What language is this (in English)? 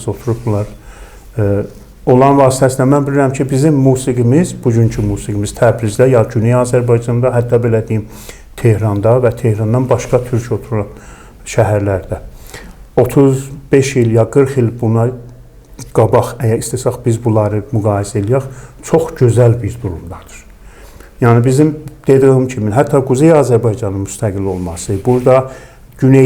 Azerbaijani